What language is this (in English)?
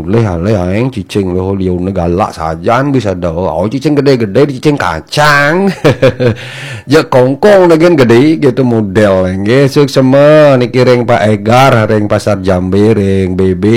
Balinese